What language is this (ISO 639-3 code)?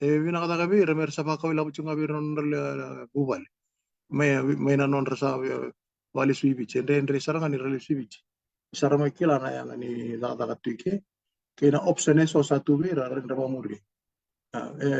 fij